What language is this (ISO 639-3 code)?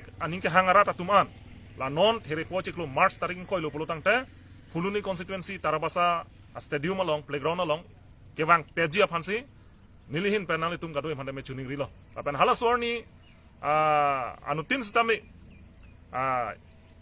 mjw